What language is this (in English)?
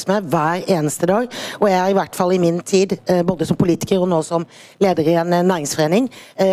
Norwegian